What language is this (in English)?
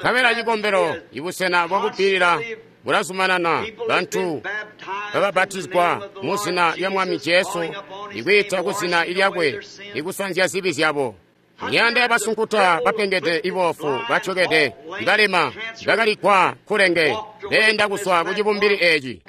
Tonga (Zambia)